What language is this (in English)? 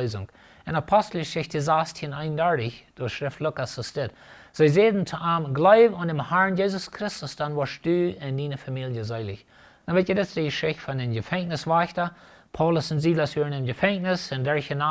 Plautdietsch